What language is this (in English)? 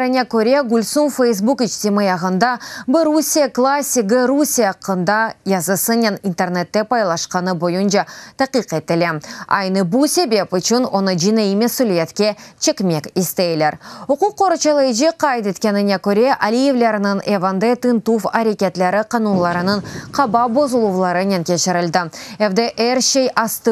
Crimean Tatar